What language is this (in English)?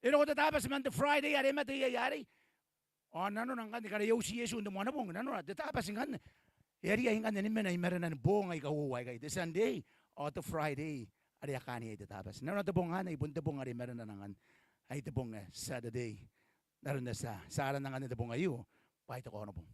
Gilbertese